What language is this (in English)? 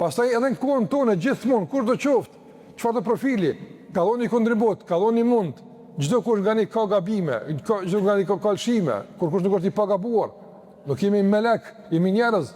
Albanian